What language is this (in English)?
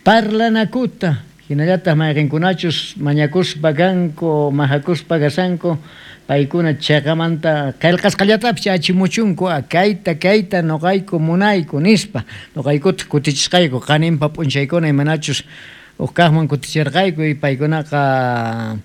South Bolivian Quechua